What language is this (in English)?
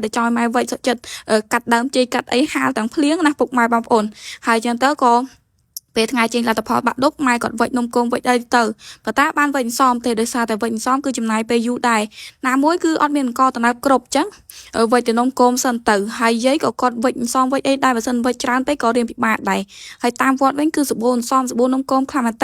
Khmer